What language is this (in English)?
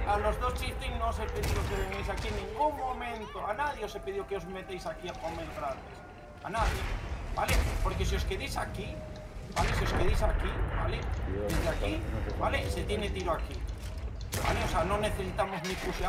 Spanish